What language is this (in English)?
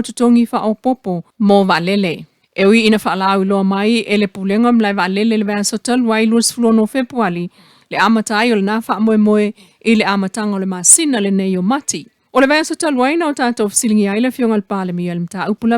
Samoan